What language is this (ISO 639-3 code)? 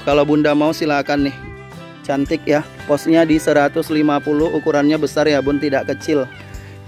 ind